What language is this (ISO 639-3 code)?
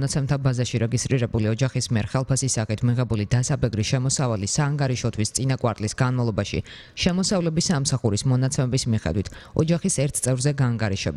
kat